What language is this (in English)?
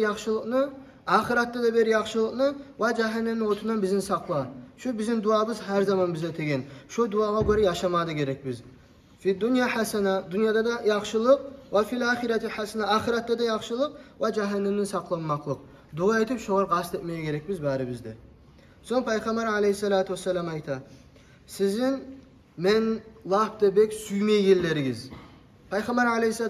Kumyk